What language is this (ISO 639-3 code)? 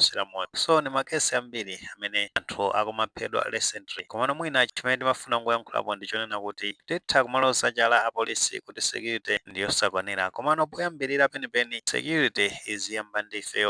nya